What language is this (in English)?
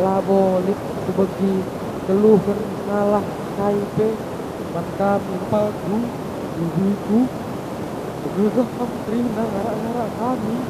Batak Karo